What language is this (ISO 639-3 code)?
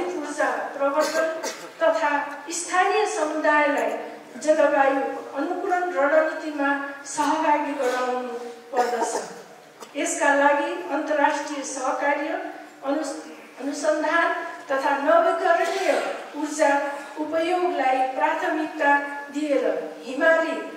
nep